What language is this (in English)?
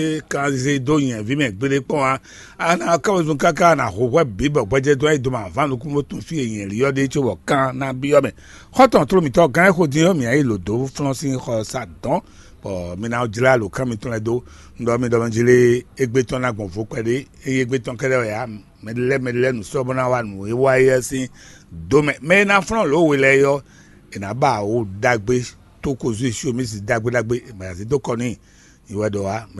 Fon